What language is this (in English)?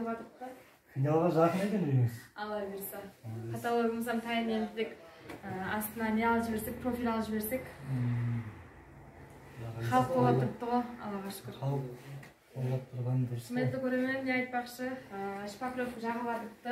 Kazakh